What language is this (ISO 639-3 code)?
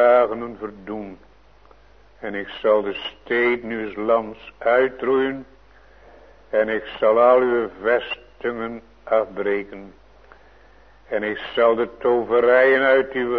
nld